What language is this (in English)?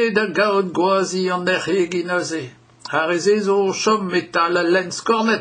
Breton